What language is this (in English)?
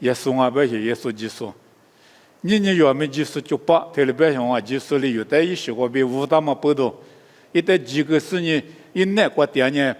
Lisu